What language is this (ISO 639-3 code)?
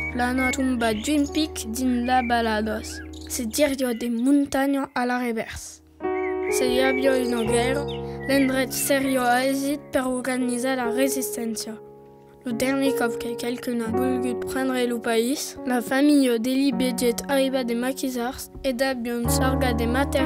oci